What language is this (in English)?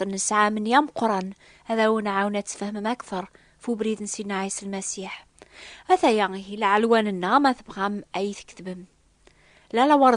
Kabyle